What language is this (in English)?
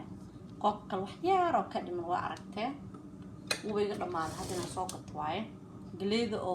Somali